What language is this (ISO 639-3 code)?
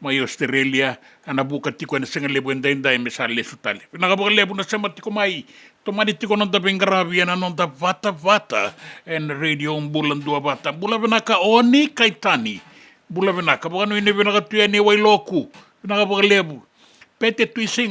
fij